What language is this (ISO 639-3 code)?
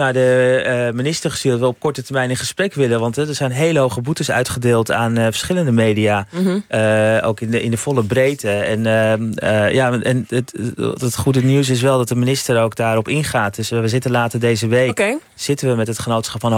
nld